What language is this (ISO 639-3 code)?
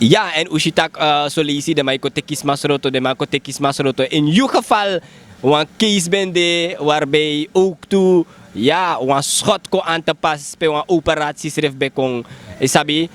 srn